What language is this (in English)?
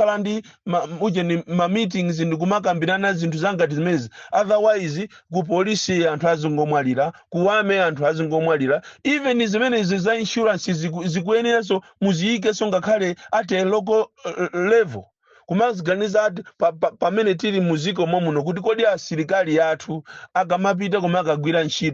Nyanja